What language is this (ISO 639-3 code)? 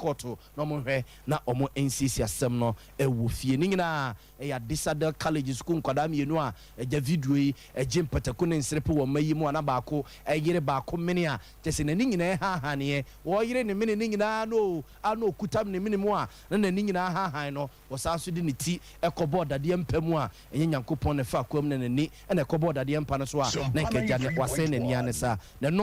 aka